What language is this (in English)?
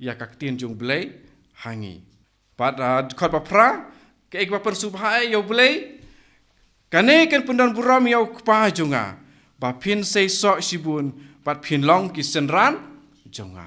Khasi